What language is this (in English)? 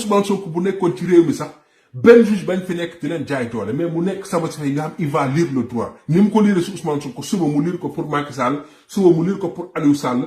Wolof